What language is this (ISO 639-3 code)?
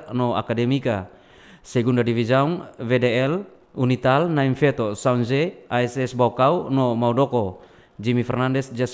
tet